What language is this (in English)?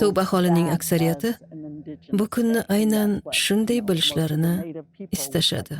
Uzbek